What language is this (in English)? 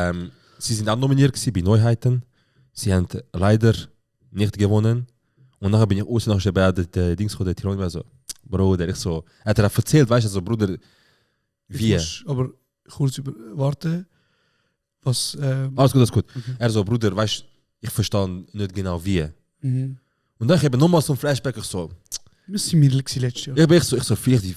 Swiss German